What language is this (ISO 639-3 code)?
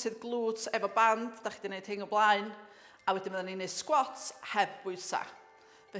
cym